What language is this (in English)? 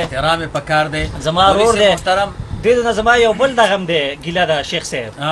Pashto